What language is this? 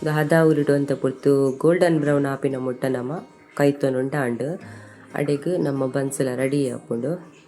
Tulu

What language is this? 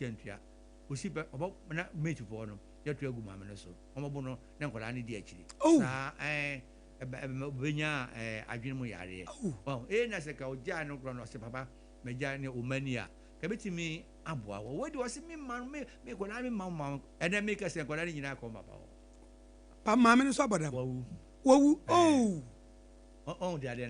Akan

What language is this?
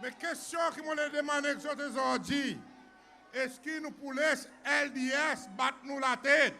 Seselwa Creole French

